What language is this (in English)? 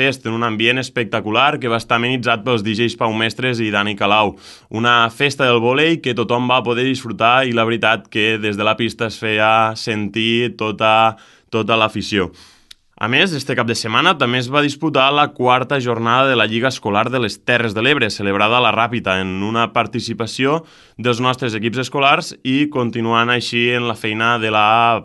Catalan